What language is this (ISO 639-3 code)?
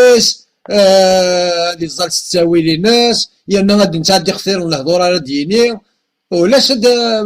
kab